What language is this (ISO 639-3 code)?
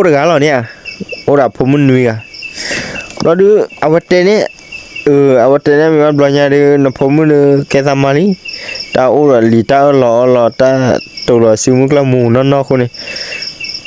ksw